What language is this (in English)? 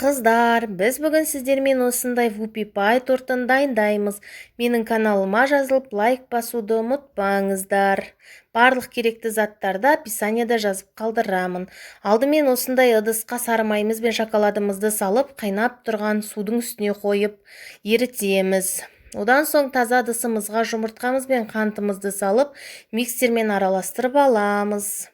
Kazakh